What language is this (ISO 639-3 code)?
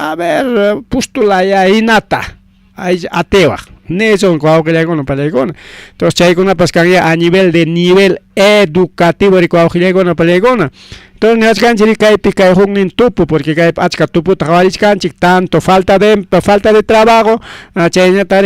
quy